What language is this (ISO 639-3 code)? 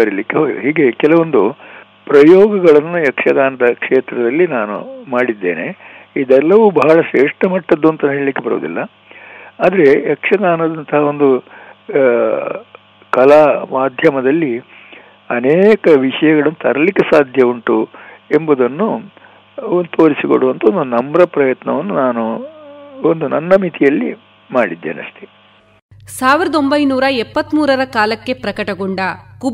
kan